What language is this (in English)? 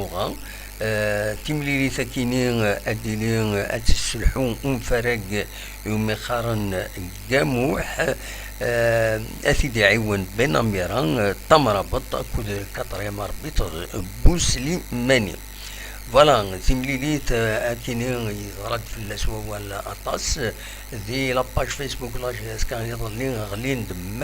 Kabyle